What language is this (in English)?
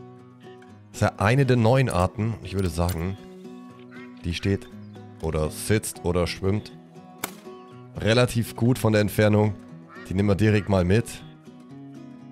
German